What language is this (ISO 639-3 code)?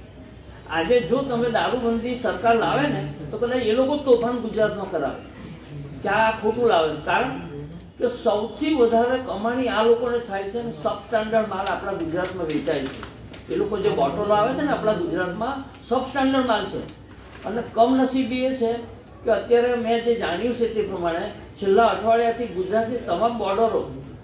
guj